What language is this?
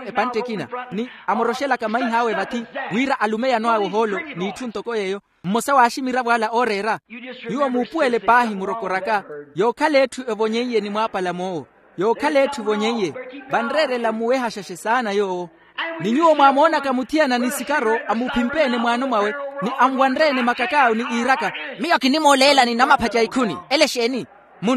Makhuwa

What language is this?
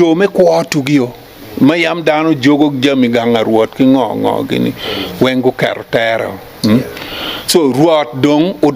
Acoli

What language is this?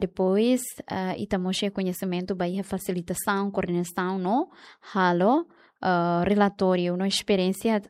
Tetum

